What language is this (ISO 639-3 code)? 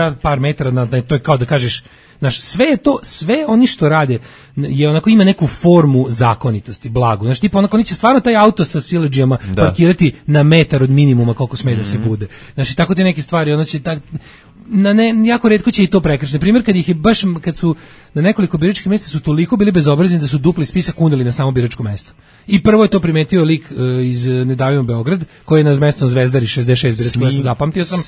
srp